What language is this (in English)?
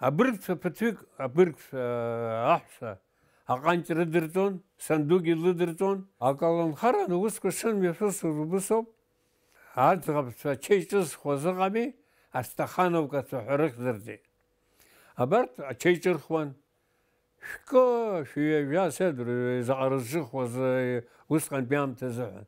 Abkhazian